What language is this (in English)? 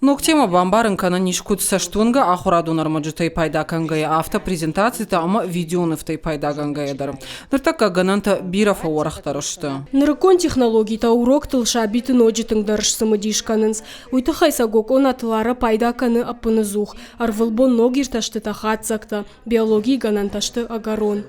Ossetic